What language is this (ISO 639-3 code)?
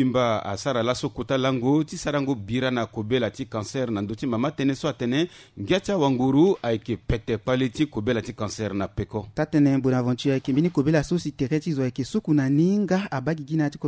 sag